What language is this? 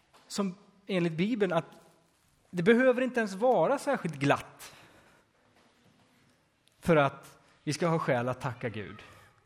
Swedish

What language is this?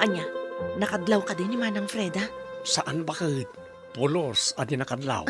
Iloko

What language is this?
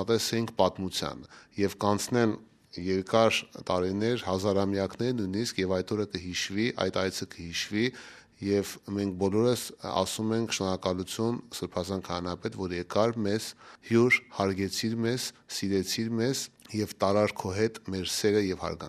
Armenian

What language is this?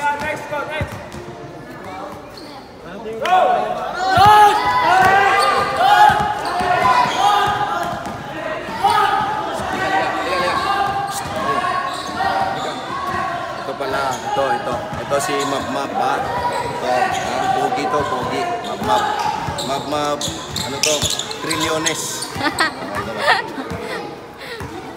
Filipino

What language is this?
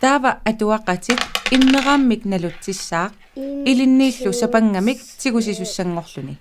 Kalaallisut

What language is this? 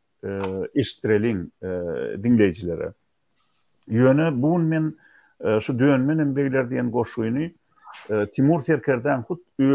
Turkmen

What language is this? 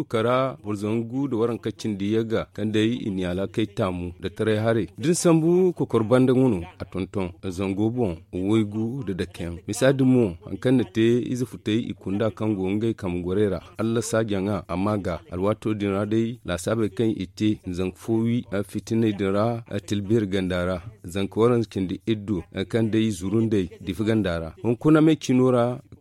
Zarma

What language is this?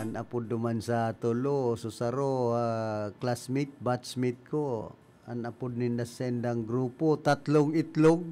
Bikol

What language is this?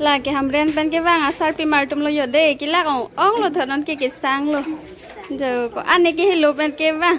Karbi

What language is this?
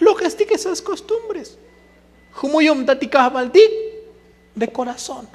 Tzotzil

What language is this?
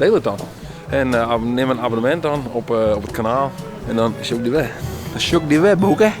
Western Frisian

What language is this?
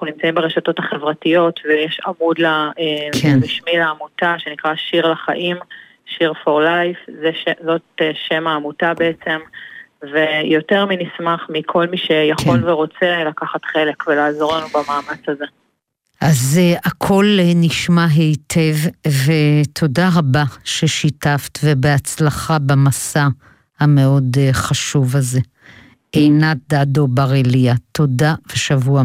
Hebrew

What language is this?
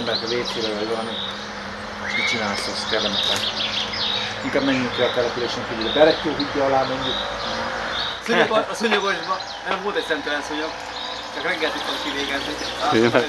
Hungarian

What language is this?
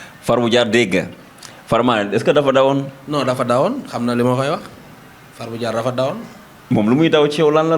Wolof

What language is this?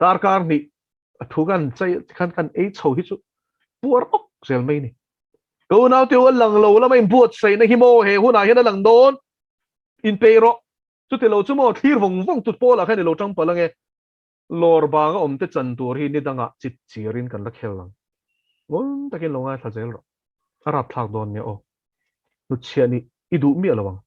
Mizo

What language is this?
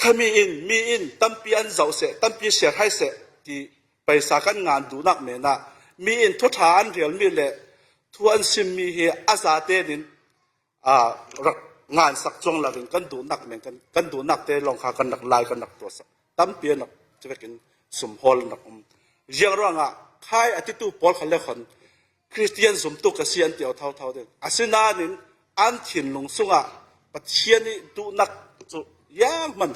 Falam Chin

